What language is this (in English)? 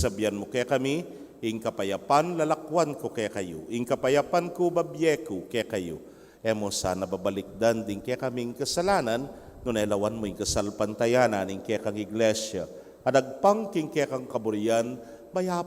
Pampanga